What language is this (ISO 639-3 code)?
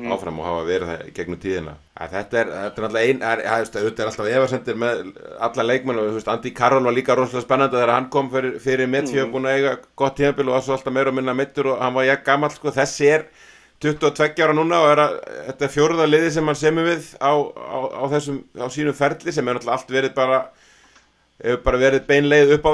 isl